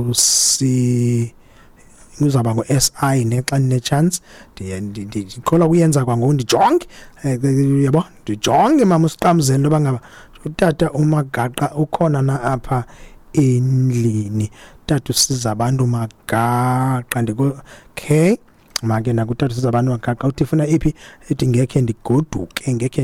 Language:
Xhosa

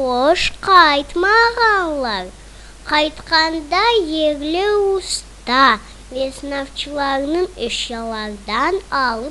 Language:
Crimean Tatar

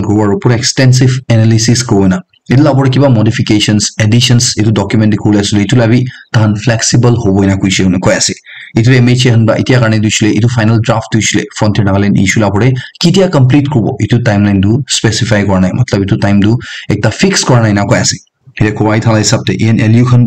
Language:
Naga Pidgin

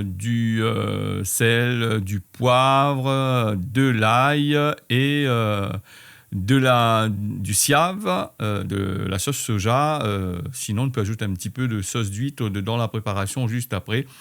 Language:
Réunion Creole French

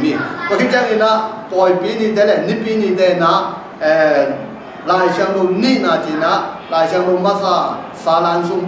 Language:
Tedim Chin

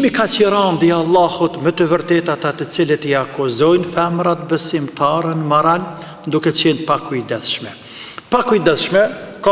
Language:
Albanian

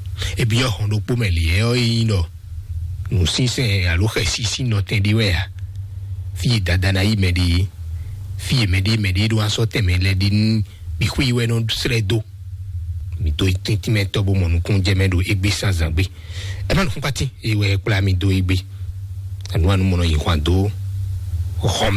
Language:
Fon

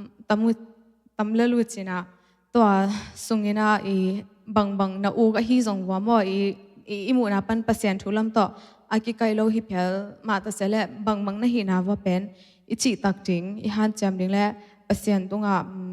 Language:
Tedim Chin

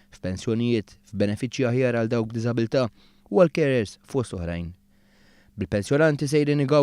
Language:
Maltese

